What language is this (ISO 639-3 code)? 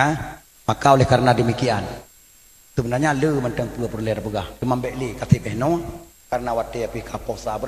ace